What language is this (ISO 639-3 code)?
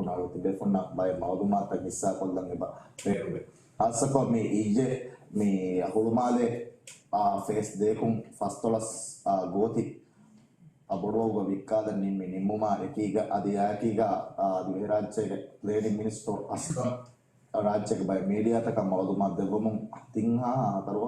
div